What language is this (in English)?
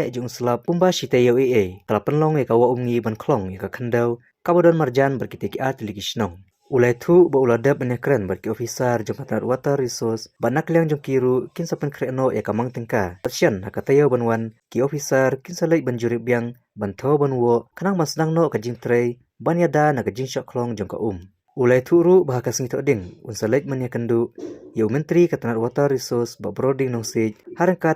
Khasi